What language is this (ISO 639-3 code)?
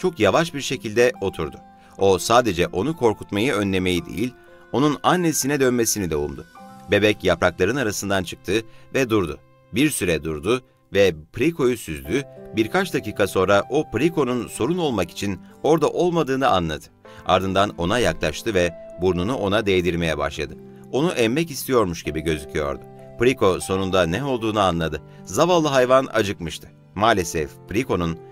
tur